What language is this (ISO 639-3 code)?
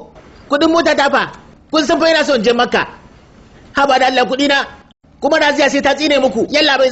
hau